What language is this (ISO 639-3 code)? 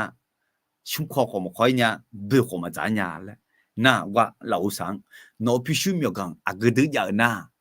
ahk